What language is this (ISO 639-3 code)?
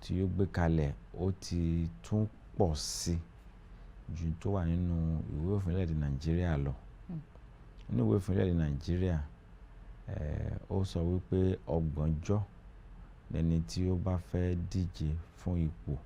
yor